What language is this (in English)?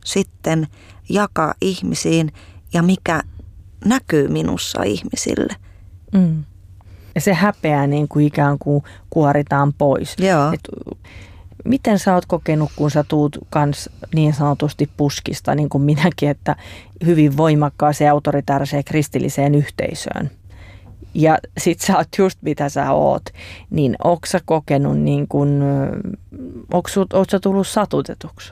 Finnish